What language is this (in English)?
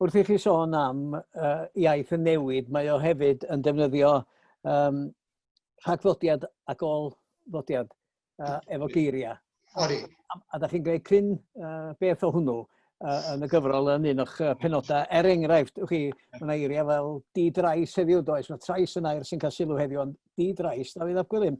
Welsh